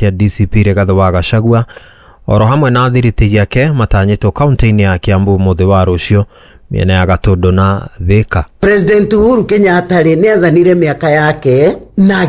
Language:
Kikuyu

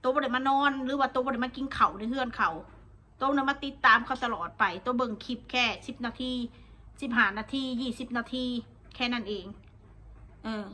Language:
Northeastern Thai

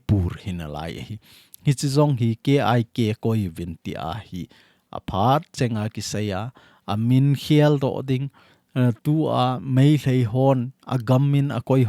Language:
Thado Chin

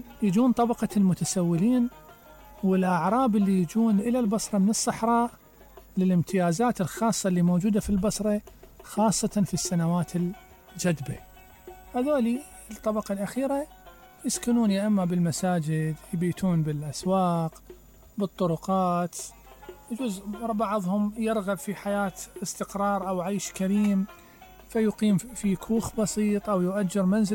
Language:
Mesopotamian Arabic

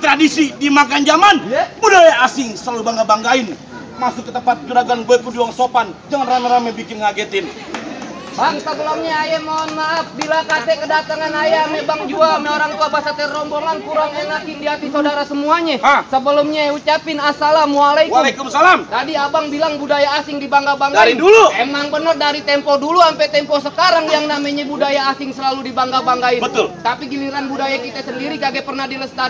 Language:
Betawi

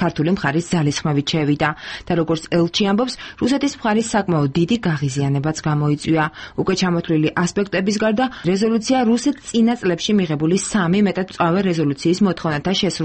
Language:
Georgian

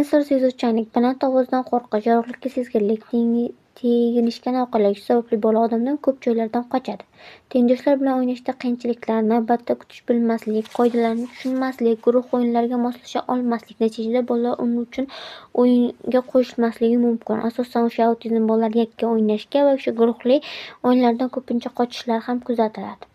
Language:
Uzbek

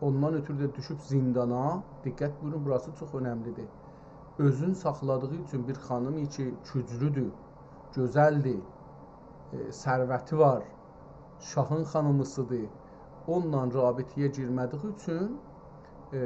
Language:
South Azerbaijani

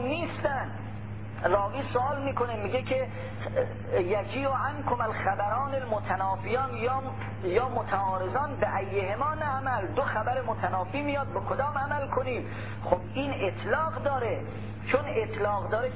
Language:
Persian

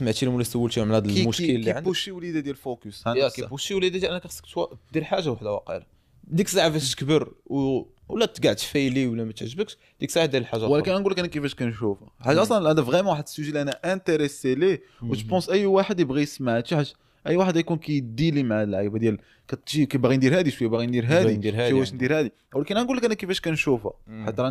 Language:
Moroccan Arabic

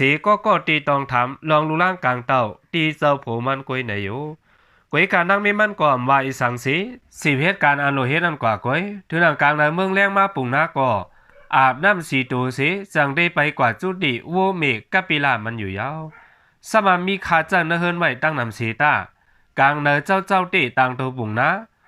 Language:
Shan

